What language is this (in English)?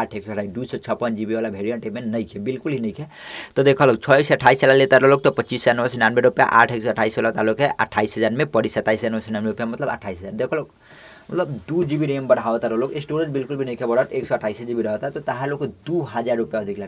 Bhojpuri